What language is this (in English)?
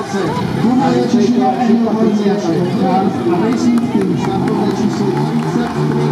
Slovak